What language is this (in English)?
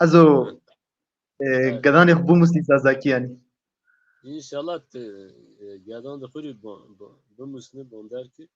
Zaza